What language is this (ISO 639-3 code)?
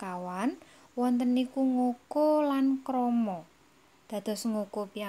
jav